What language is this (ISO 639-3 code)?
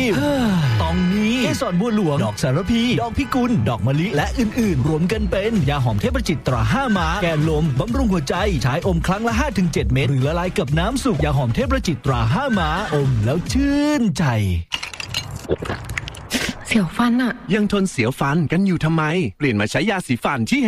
tha